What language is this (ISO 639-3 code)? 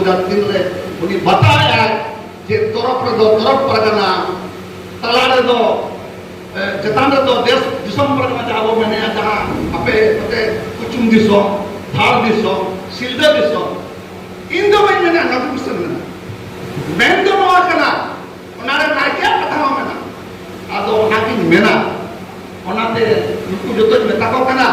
sat